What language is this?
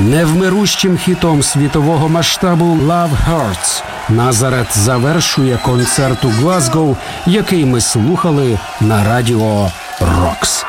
Ukrainian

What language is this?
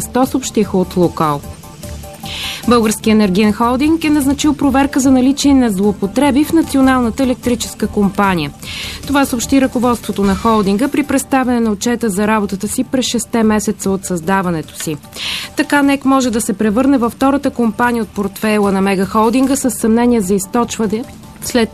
Bulgarian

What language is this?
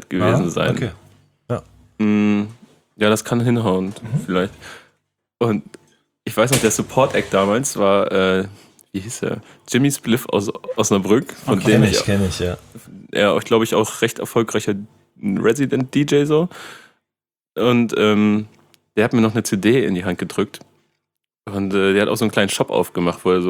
German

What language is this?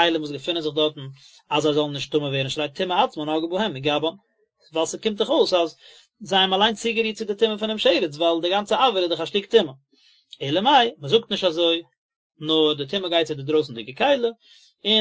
Yiddish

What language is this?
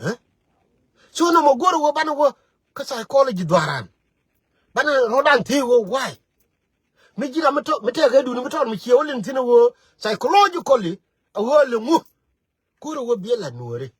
Nuer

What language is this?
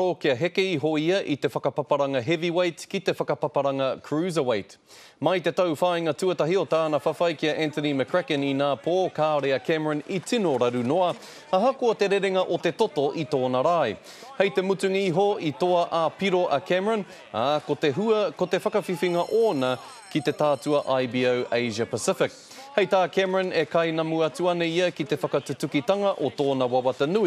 Māori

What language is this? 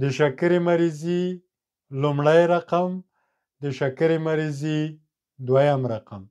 Pashto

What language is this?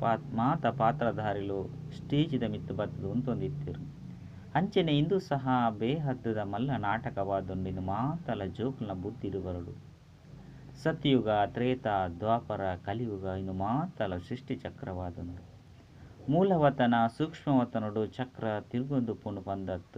Tulu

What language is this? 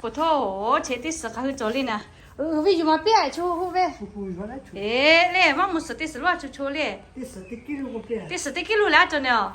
Lahu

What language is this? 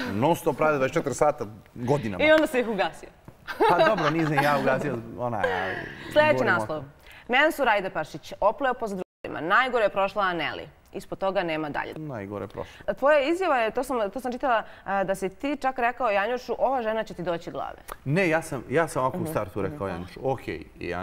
Bosnian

